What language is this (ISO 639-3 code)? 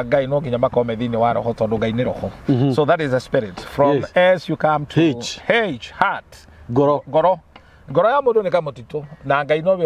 kik